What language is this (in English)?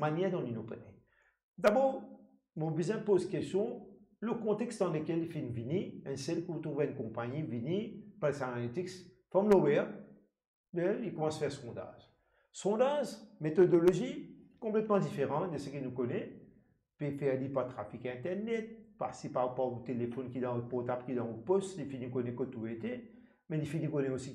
Morisyen